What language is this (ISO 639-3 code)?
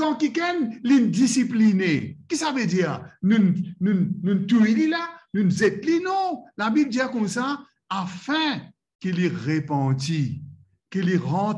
mfe